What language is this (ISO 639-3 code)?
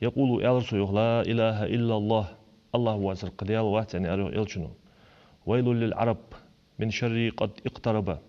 inh